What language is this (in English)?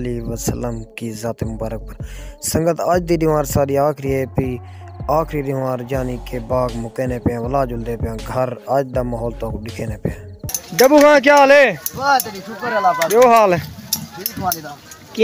Saraiki